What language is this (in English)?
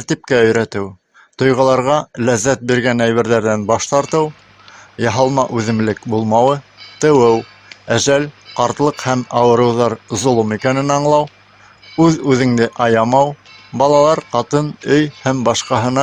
Bashkir